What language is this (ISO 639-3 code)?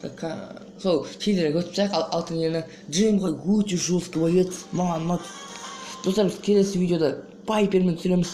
kaz